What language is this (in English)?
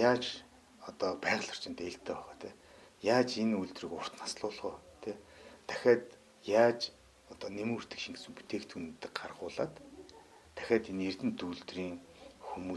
Mongolian